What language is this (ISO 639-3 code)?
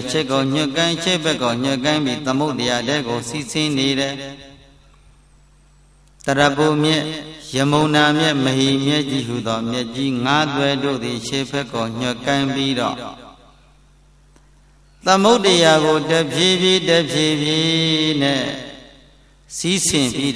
mya